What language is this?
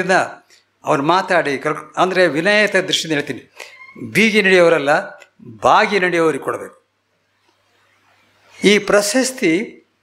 Kannada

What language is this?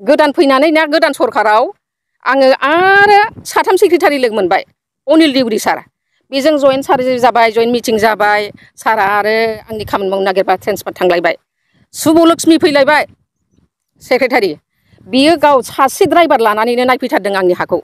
Bodo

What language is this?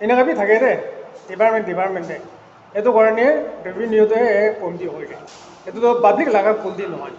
Naga Pidgin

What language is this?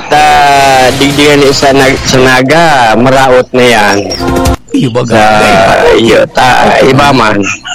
Bikol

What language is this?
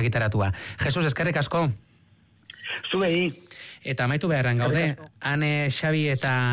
Basque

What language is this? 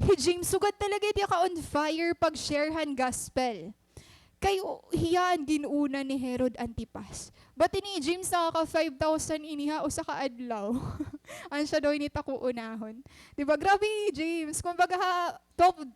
Waray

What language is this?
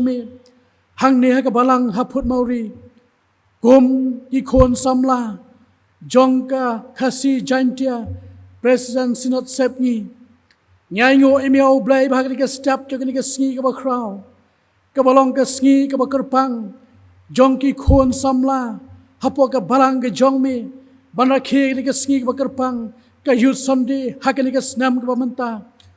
Khasi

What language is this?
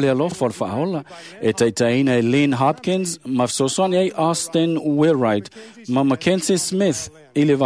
Samoan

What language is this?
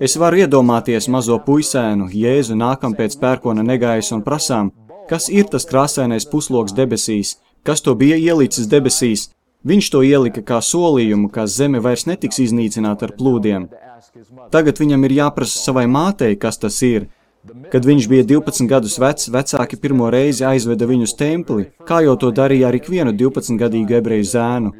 Latvian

